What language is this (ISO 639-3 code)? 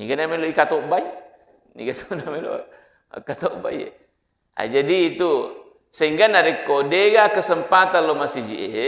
bug